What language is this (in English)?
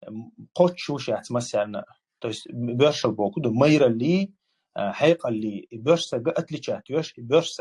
Chechen